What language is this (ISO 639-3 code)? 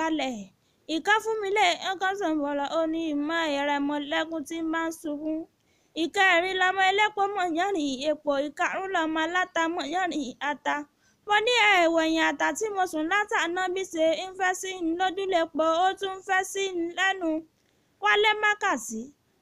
yor